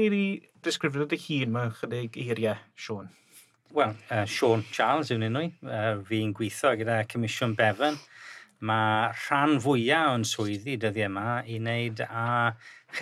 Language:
Welsh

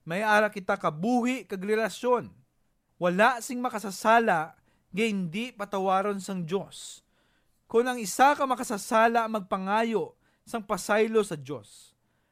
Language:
Hiligaynon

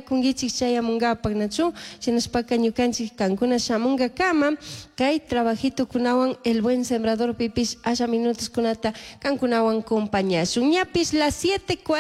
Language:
Chimborazo Highland Quichua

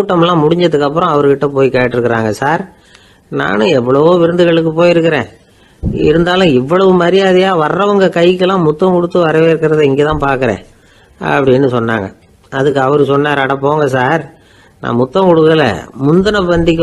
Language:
Tamil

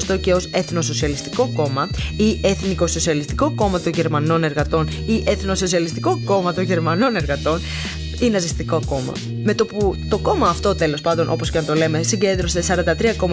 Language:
Greek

